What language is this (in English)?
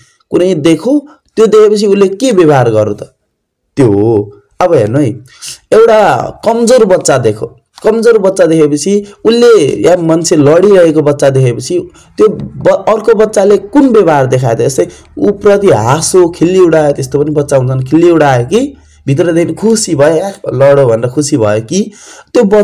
Nepali